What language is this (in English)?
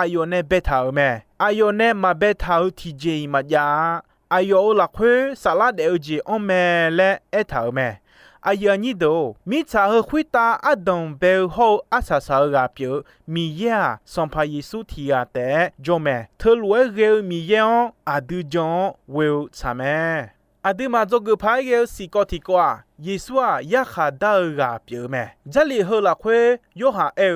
Akha